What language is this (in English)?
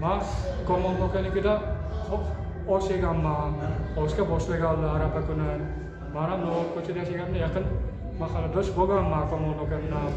Uzbek